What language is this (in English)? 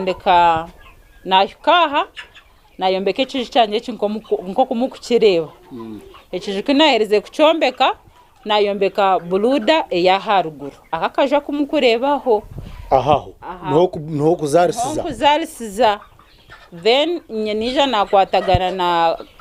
Nyankole